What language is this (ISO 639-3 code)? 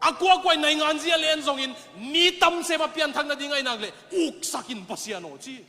ctd